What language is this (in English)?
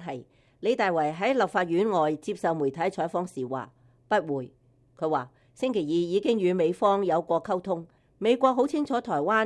Cantonese